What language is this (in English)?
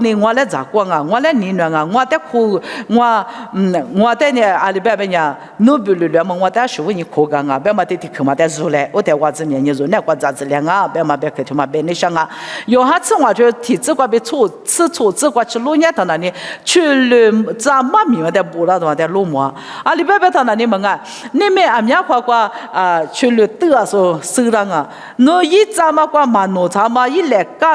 Lisu